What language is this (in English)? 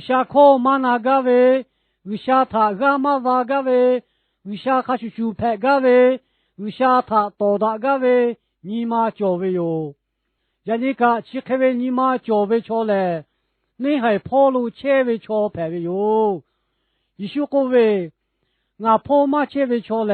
Lahu